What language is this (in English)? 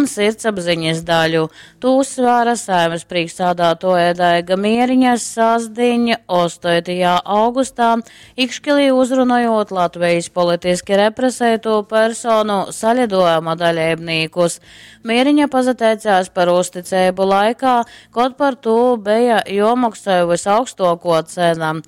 Latgalian